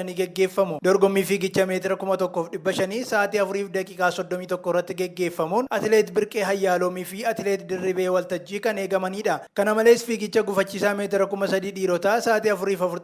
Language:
Oromo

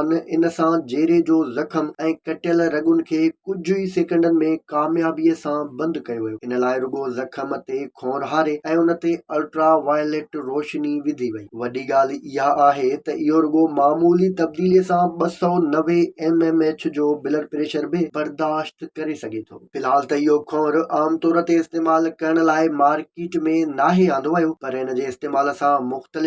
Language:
Sindhi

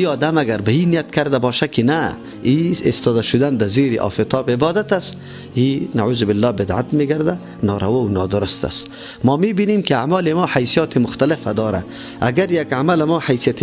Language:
Persian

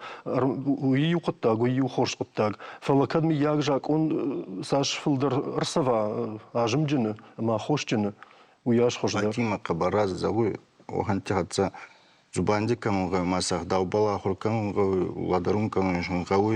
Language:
Ossetic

